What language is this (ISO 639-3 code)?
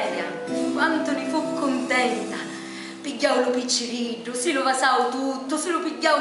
scn